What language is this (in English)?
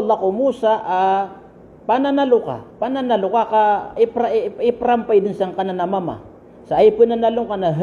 Maranao